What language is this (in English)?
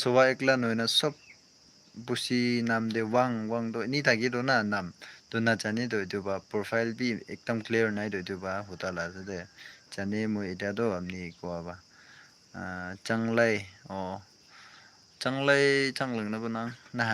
Naga Pidgin